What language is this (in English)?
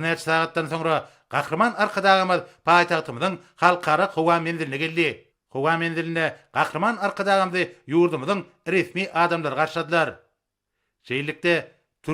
Turkmen